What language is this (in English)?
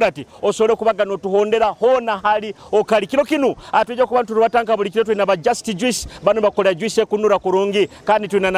Nyoro